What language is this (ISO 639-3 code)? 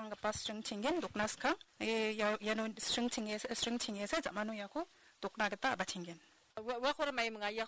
grt